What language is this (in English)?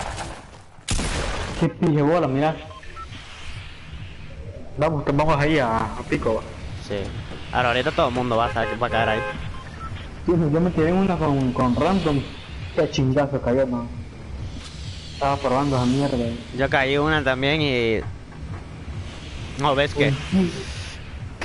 Spanish